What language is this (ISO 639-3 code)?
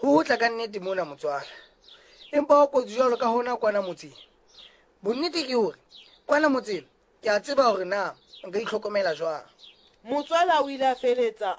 sot